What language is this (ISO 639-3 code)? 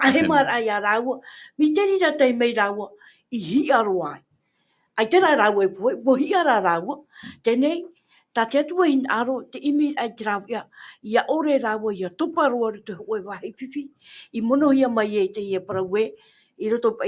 tah